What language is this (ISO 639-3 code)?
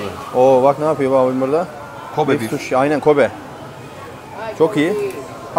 tur